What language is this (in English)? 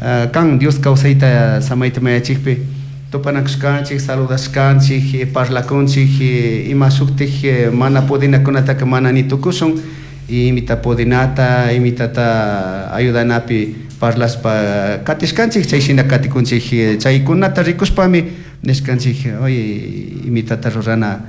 Chimborazo Highland Quichua